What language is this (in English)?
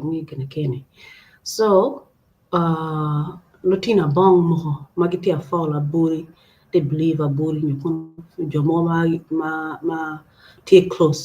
Acoli